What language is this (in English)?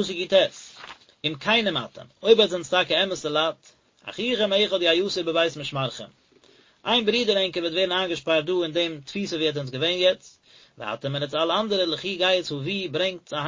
Yiddish